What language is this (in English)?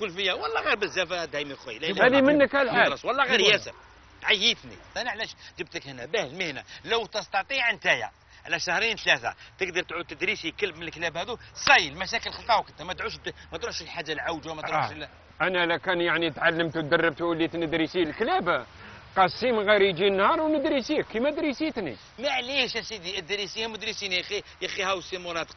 Algerian Arabic